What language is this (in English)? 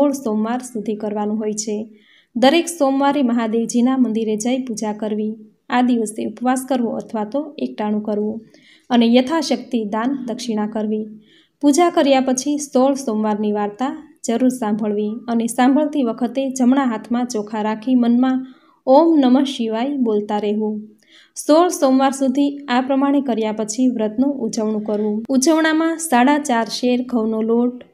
Gujarati